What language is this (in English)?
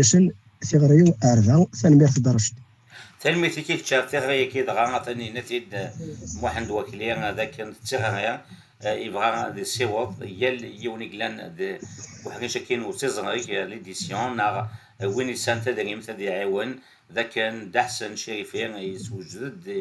Kabyle